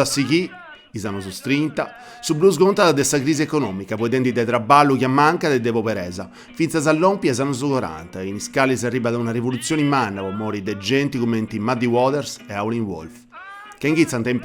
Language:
Sardinian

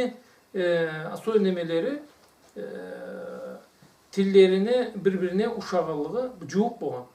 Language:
Karachay-Balkar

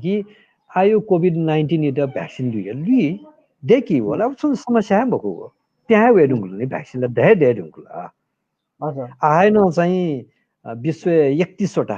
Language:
Newari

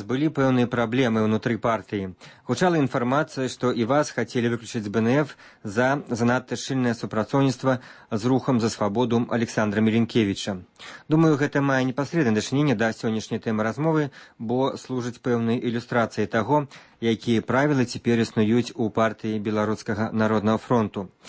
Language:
Belarusian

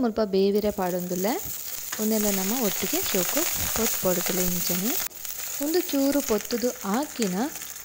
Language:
Tulu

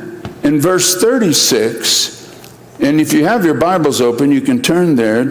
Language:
Marshallese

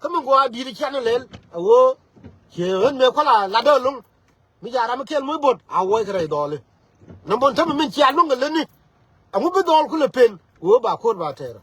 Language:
Nuer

